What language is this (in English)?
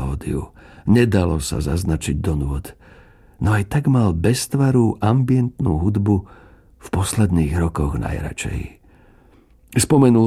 Slovak